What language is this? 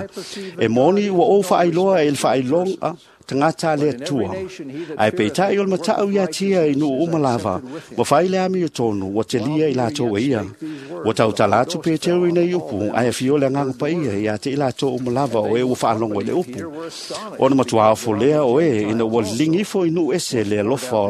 Samoan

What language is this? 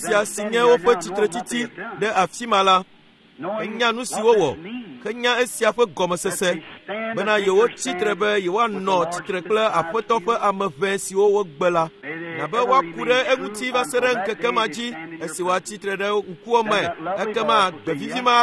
Ewe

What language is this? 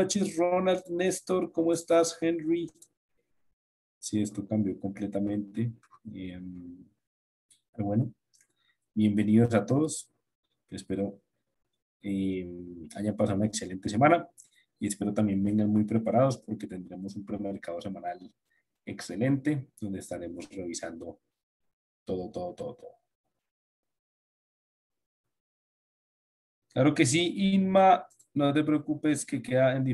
Spanish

